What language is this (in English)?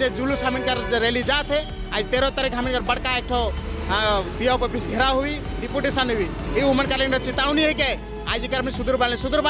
Sadri